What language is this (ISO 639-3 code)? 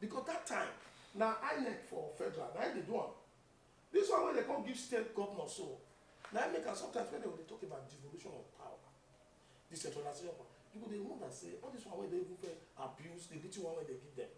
pcm